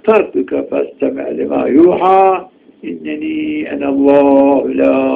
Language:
Zaza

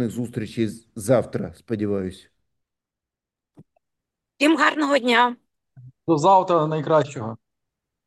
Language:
Ukrainian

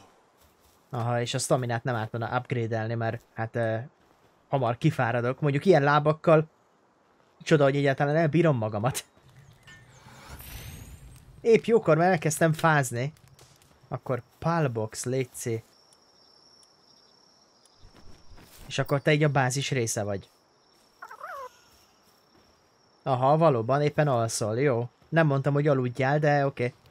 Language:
Hungarian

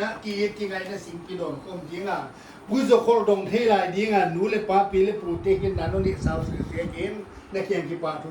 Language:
Paite Chin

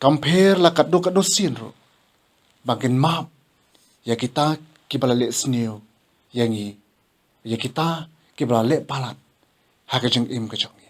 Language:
Khasi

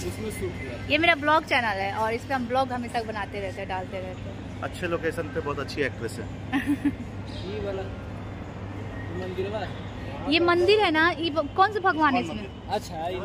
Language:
Hindi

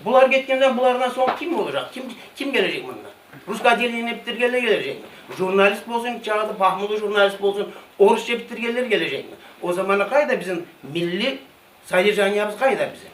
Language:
Kumyk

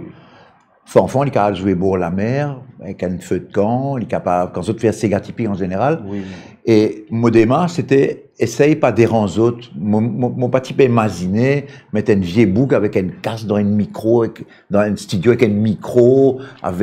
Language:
Morisyen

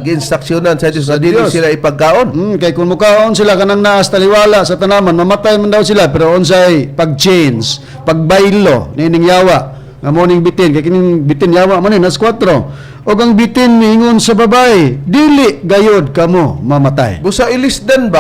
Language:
Cebuano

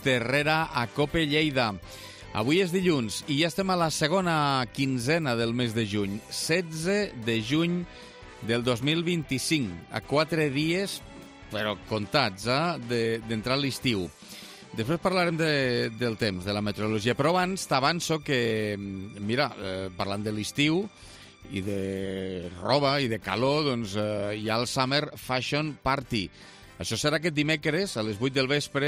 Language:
Catalan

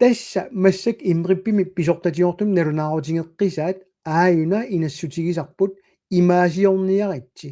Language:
Kalaallisut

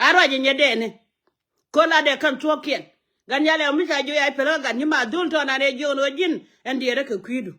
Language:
Nuer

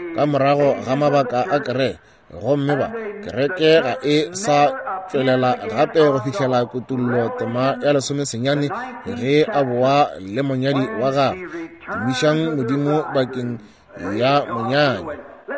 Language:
Northern Sotho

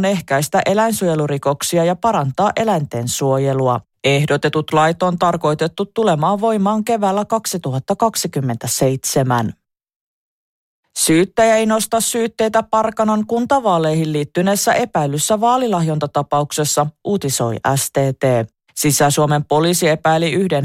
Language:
Finnish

